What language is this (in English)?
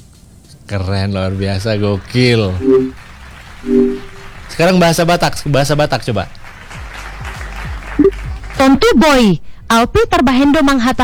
Indonesian